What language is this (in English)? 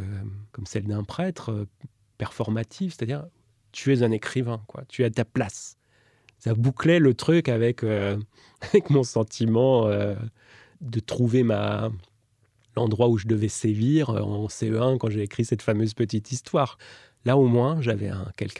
French